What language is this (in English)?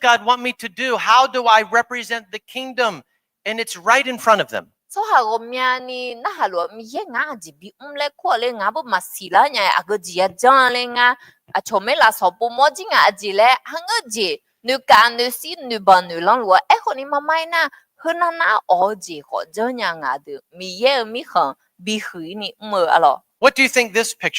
Akha